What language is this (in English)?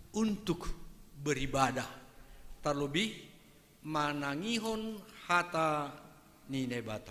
Batak Simalungun